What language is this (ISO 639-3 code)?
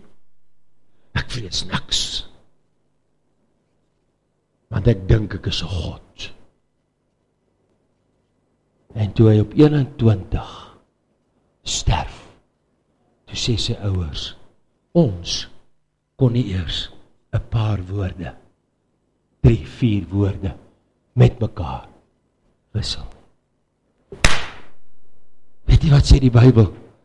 afr